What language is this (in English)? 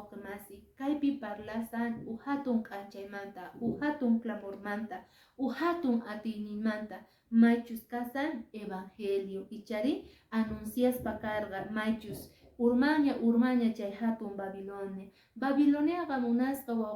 Quechua